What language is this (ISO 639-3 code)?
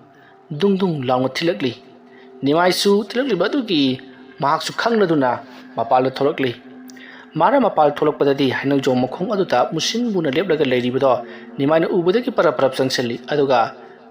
mni